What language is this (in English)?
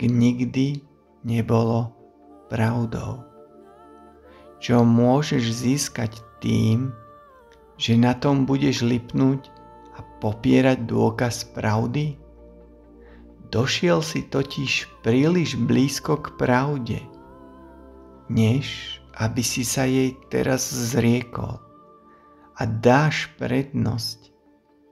Slovak